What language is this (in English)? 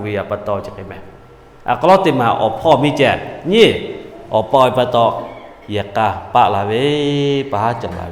Lahu